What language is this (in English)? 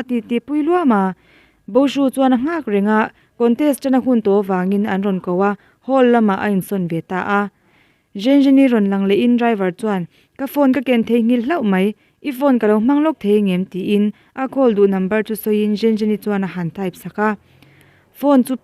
Mizo